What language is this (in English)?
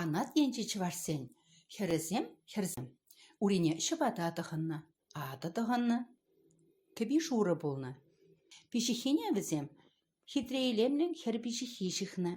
Chuvash